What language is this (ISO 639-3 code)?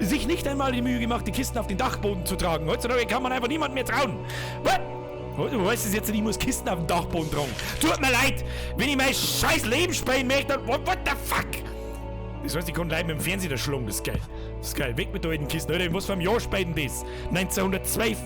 bar